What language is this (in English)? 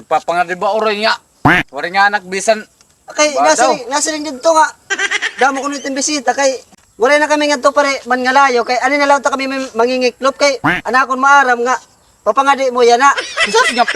Waray